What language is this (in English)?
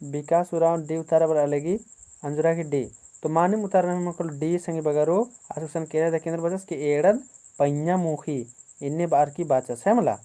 Kurukh